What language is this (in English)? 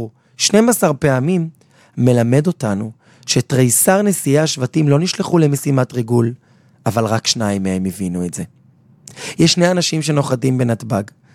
Hebrew